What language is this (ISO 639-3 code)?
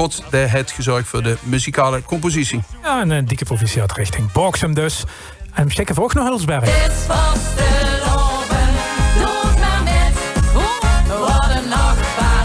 lim